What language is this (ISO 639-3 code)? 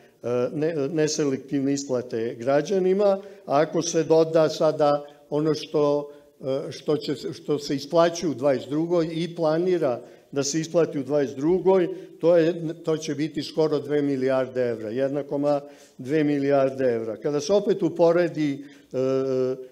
srp